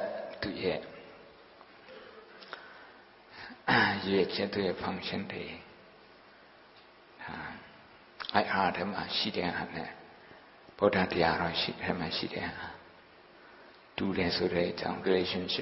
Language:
Burmese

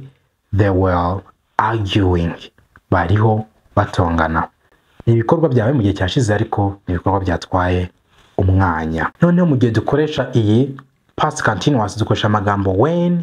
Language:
Kinyarwanda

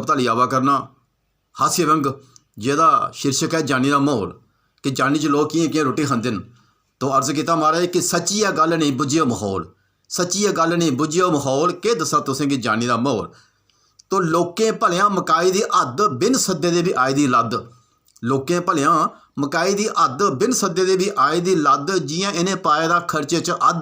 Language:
Dogri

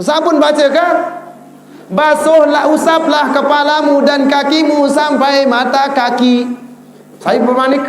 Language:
Sasak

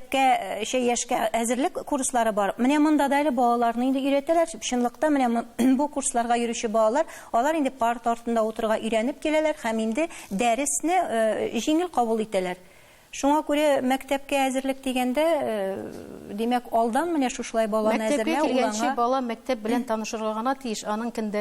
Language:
Tatar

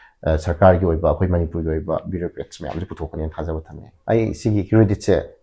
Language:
Manipuri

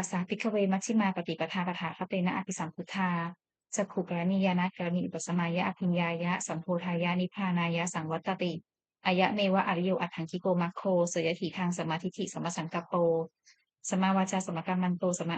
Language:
Pali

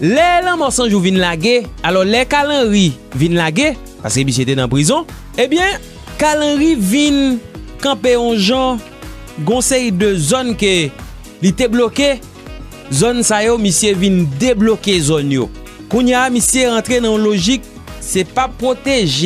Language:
Haitian Creole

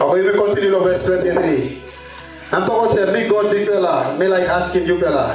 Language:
Tok Pisin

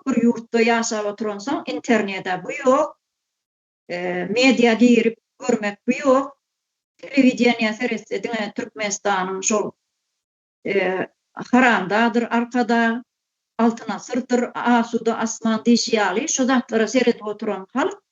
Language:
Turkmen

